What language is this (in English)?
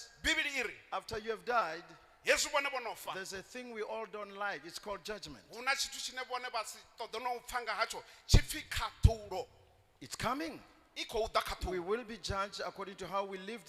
Venda